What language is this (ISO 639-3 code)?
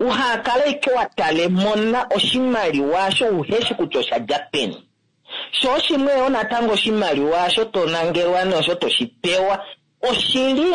kua